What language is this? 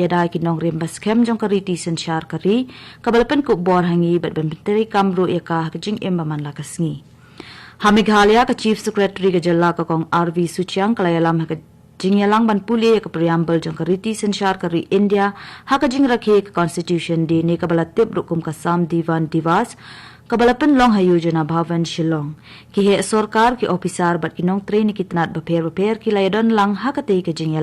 Khasi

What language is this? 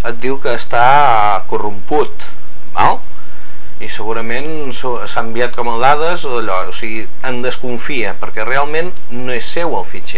Catalan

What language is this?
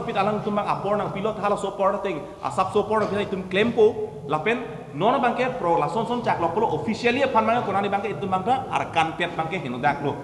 Karbi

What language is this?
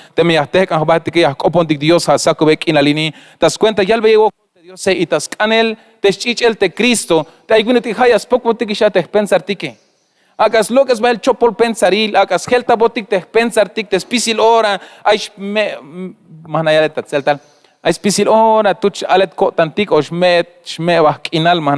Tzeltal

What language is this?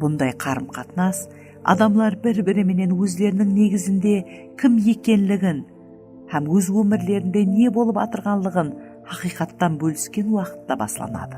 Kara-Kalpak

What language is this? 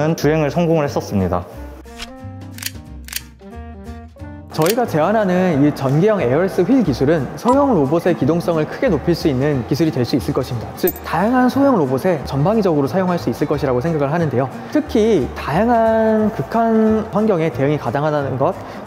Korean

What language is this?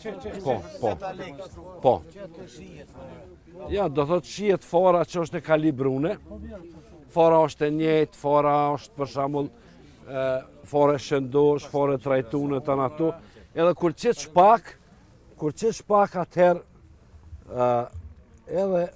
Albanian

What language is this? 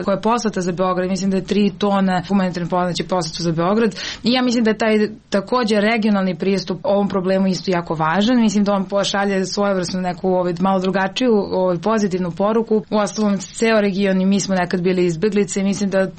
Serbian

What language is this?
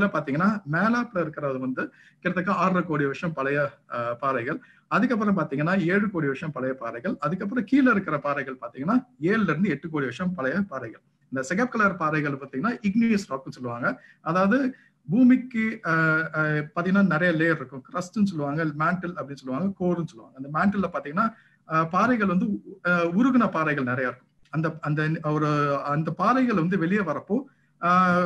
Tamil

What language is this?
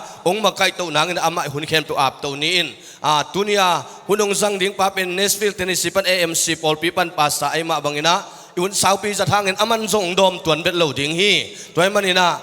Tedim Chin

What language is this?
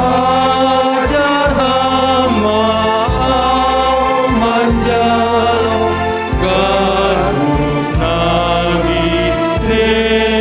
Batak Simalungun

